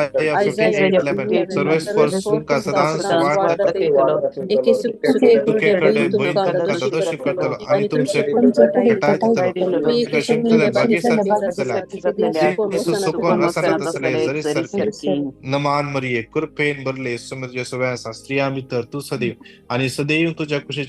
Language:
Konkani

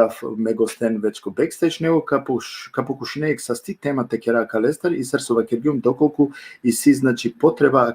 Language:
Balkan Romani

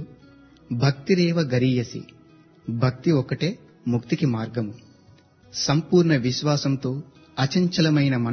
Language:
Telugu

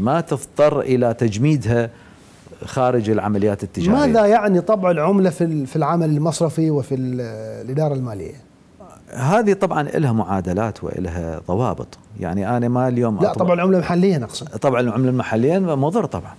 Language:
Mesopotamian Arabic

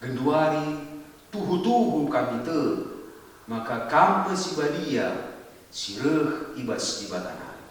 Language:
Batak Karo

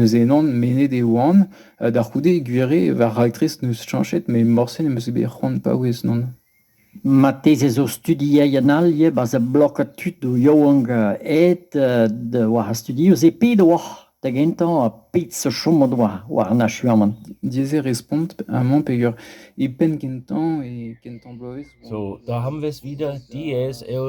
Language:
Breton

